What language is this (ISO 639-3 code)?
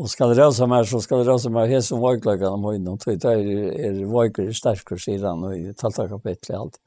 fao